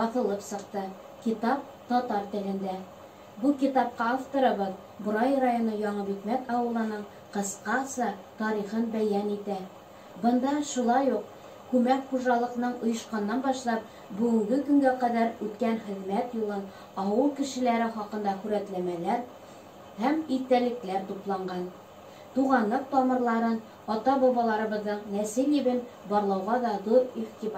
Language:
Bashkir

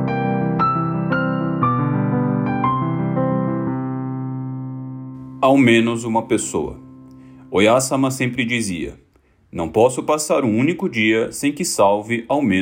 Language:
Portuguese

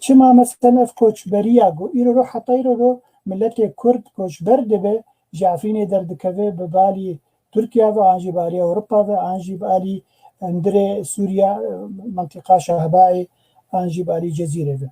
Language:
Kurdish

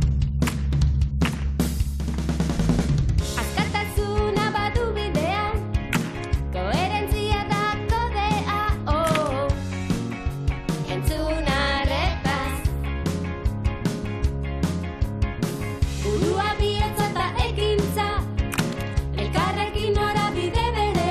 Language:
Basque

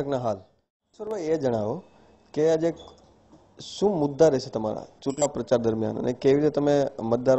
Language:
Gujarati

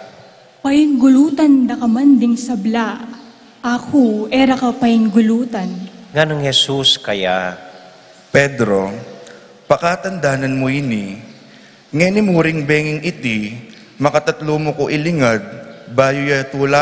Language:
Pampanga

